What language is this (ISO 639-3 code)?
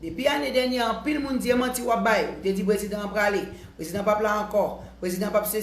hat